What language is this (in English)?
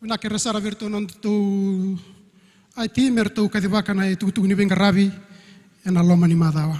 Fijian